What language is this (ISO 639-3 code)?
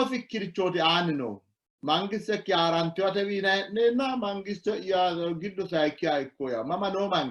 sid